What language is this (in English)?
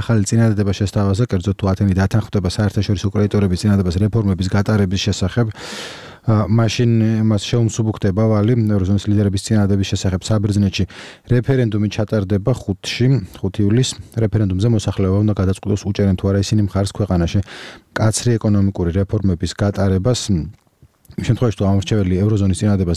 Georgian